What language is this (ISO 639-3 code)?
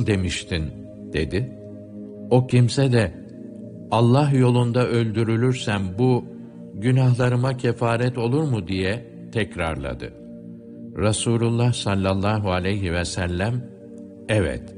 tur